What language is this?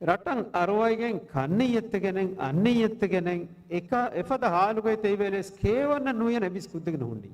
Divehi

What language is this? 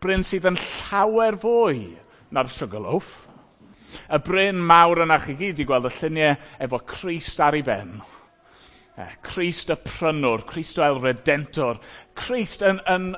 Welsh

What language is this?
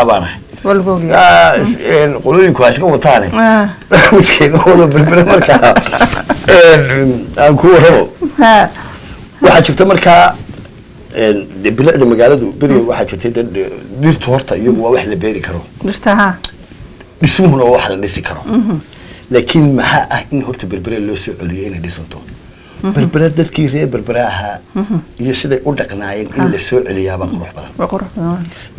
Somali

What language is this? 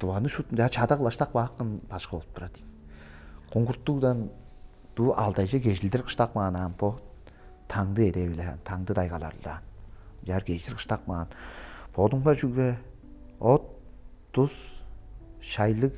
Tuvinian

